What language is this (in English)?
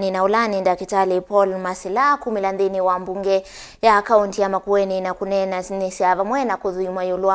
Kamba